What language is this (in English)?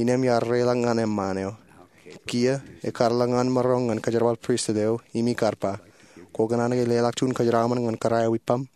Marshallese